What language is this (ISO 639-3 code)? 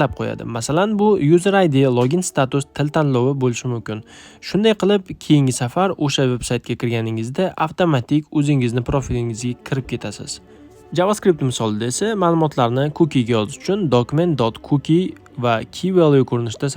uzb